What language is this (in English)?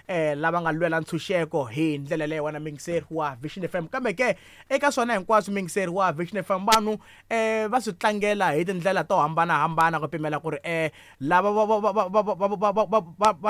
Tsonga